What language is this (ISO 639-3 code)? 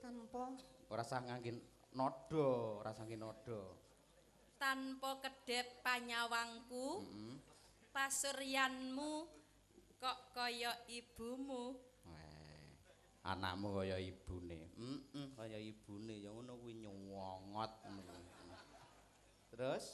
jav